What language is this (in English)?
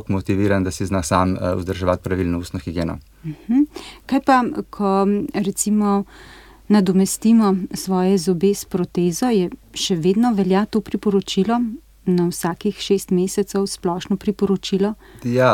Slovenian